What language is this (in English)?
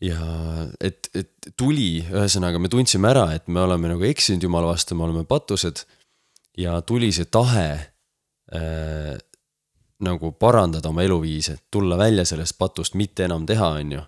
Estonian